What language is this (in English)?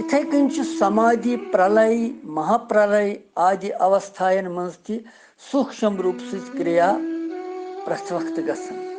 Kashmiri